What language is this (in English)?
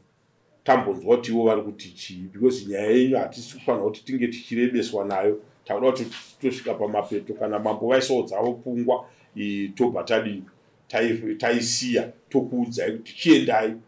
Shona